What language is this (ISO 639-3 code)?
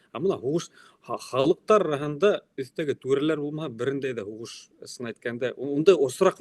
bak